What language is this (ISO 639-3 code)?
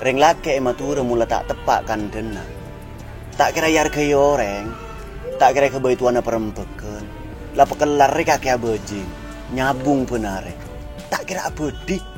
mad